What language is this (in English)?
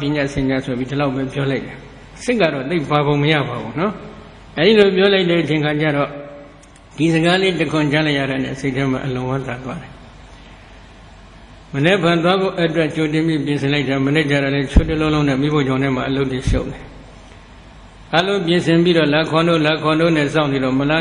Burmese